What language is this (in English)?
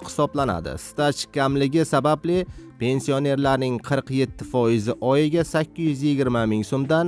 Uzbek